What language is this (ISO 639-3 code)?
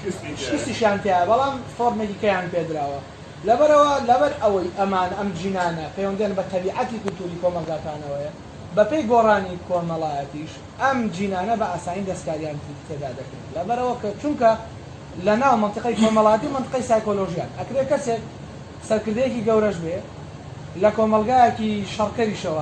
ckb